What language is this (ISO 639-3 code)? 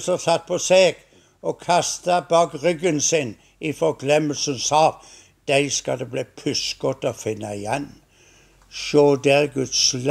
nor